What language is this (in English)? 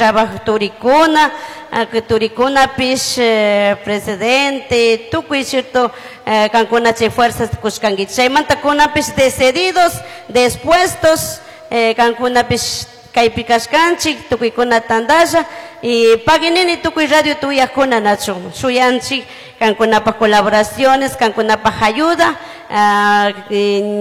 Chimborazo Highland Quichua